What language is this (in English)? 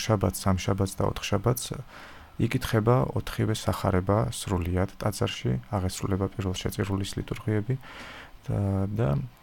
Georgian